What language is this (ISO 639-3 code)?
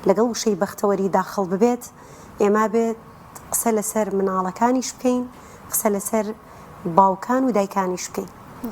ckb